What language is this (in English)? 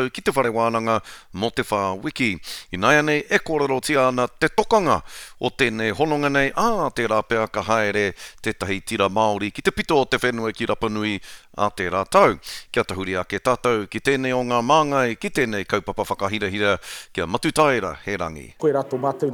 Māori